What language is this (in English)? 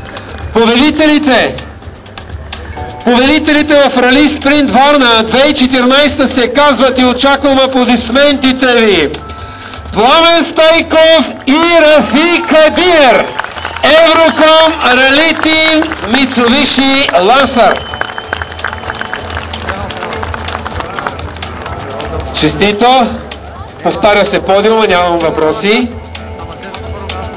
Bulgarian